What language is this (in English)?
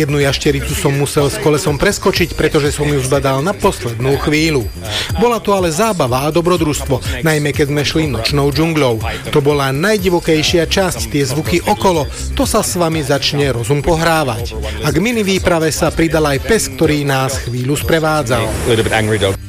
Slovak